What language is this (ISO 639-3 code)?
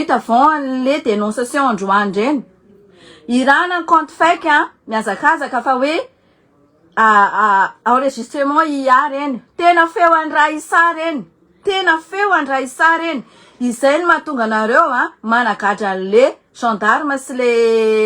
mlg